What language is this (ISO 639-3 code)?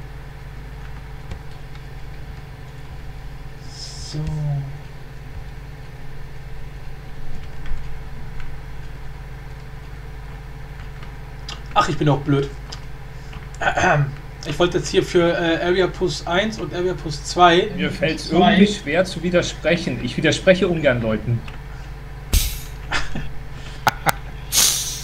deu